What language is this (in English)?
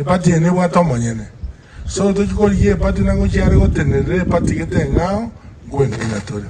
Gusii